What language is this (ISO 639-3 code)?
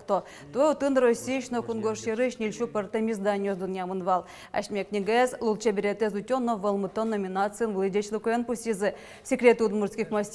udm